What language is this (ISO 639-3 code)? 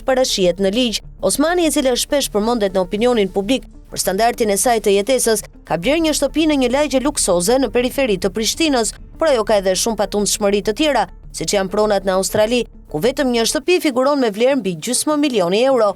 sqi